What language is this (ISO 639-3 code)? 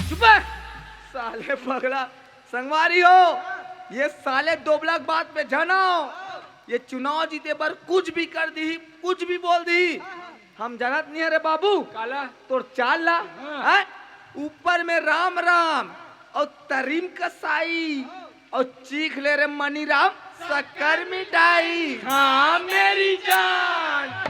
hne